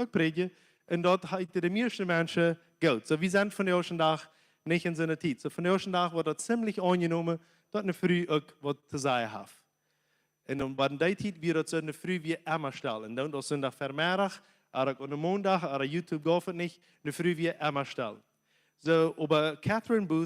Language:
Plautdietsch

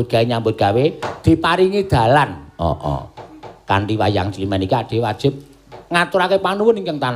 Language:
Javanese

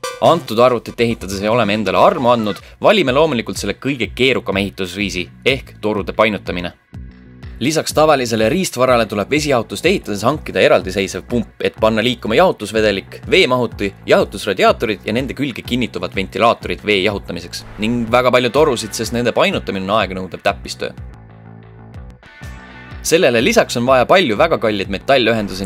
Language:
Estonian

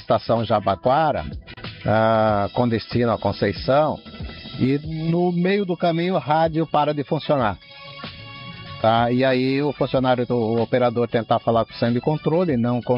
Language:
Portuguese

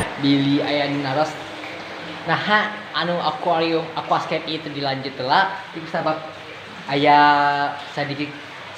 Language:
Sundanese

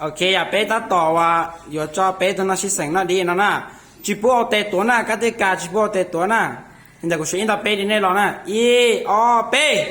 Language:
Hmong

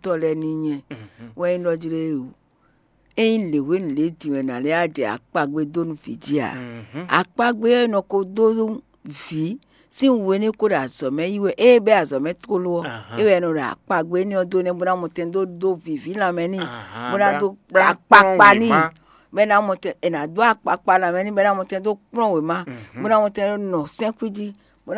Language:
Fon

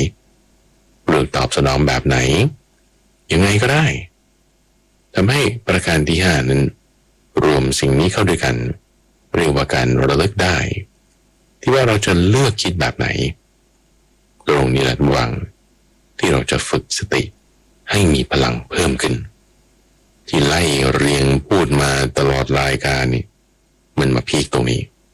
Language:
Thai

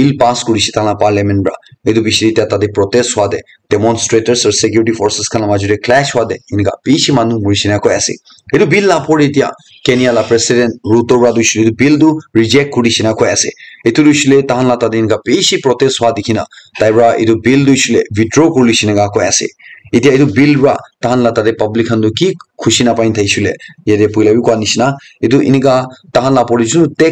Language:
Naga Pidgin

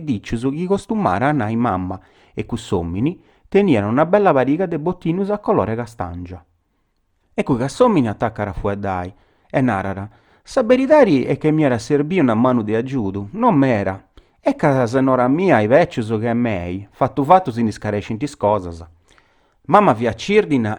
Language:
Sardinian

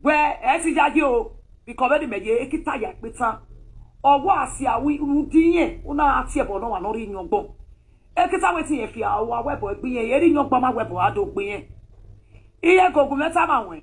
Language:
Nigerian Pidgin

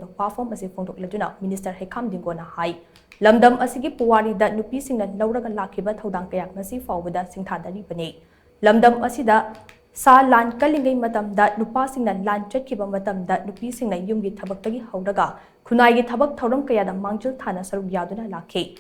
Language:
Manipuri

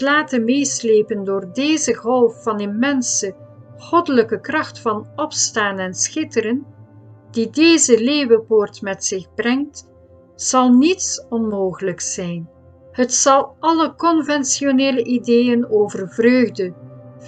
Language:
Dutch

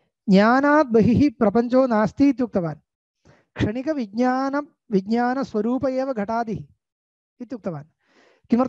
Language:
Sanskrit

